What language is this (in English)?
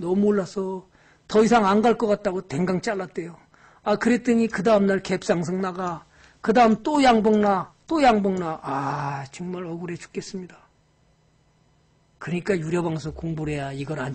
Korean